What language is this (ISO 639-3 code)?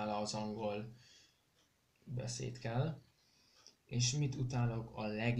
hun